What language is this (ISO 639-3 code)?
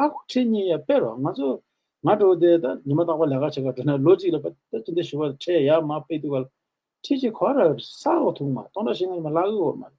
bod